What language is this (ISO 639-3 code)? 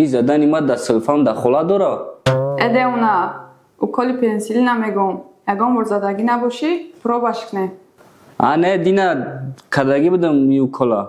tgk